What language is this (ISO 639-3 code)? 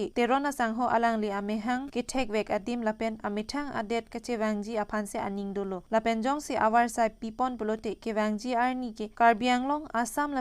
mjw